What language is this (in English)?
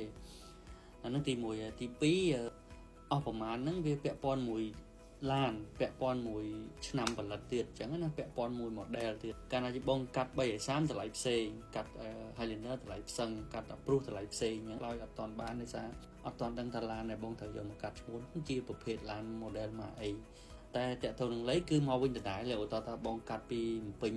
Khmer